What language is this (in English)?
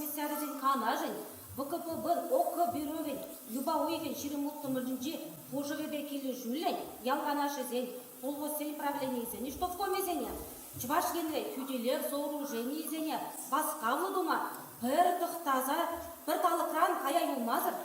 Chuvash